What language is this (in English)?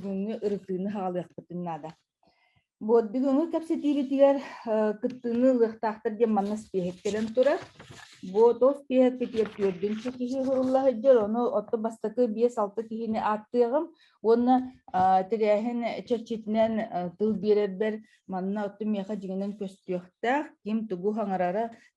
Yakut